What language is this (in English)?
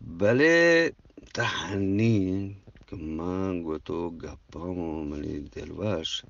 Eastern Balochi